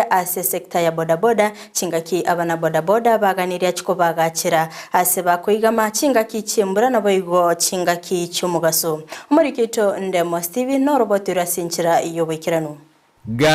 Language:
Gusii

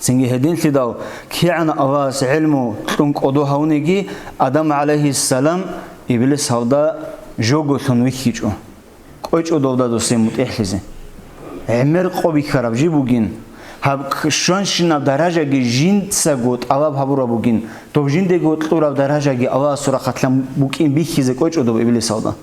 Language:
Avaric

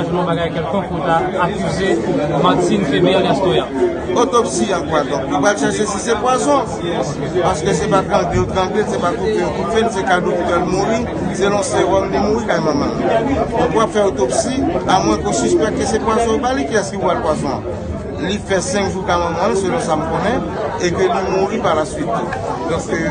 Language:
Haitian Creole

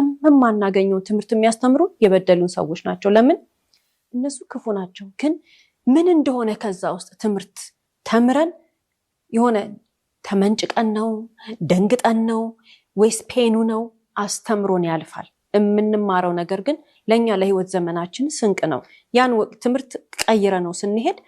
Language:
Amharic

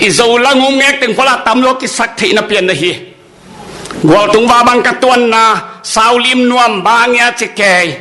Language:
Tedim Chin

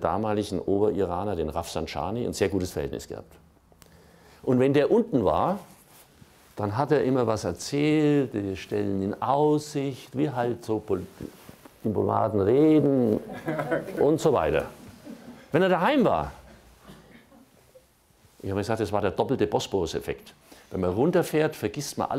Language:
German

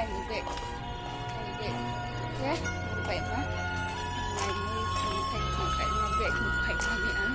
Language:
Riang (India)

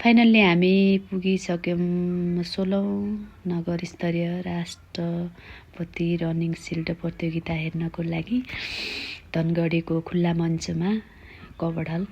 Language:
Nepali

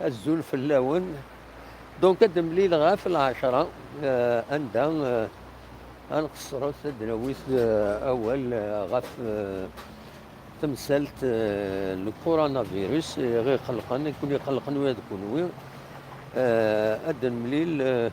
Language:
Kabyle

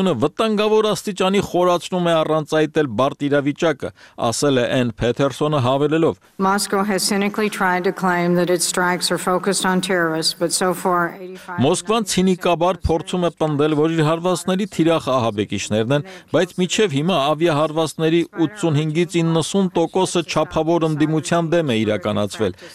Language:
Armenian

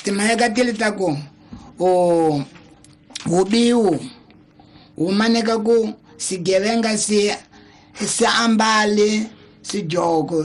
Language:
Tsonga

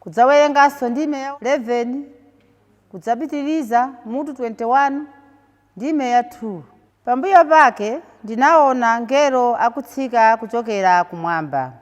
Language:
Nyanja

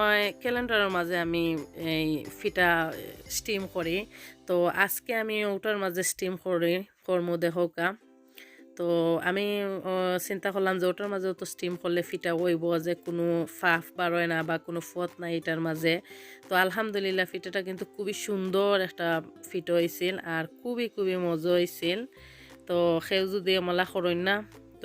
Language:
Sylheti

